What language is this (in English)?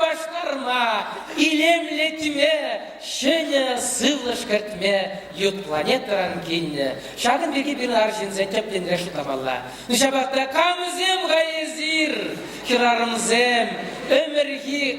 Chuvash